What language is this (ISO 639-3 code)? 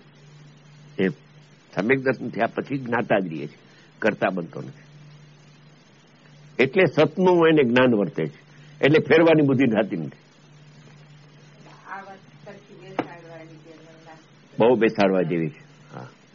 guj